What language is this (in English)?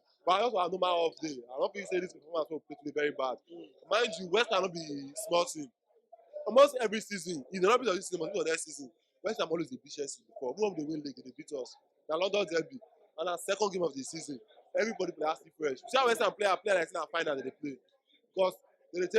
Nigerian Pidgin